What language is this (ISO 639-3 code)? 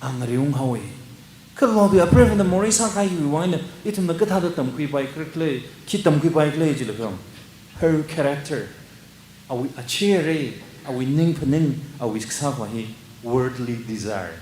nmf